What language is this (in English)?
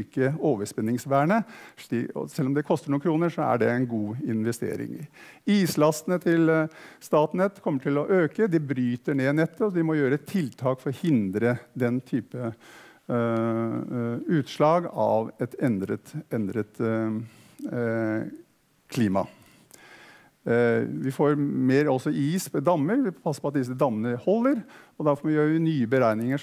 Norwegian